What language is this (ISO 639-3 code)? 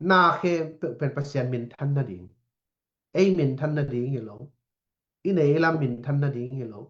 ctd